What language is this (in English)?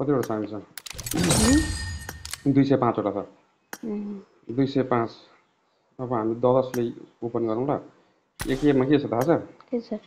Nepali